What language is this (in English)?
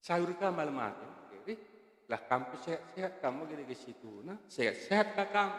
Batak Karo